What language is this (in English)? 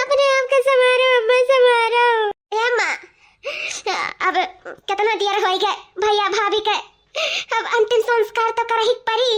Awadhi